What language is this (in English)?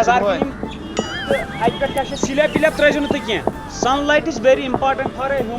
Kashmiri